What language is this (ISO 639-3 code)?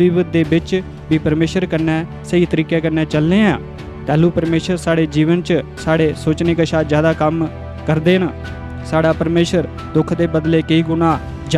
doi